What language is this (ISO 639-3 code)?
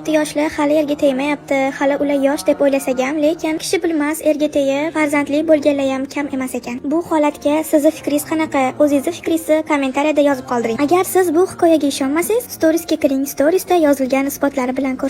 uzb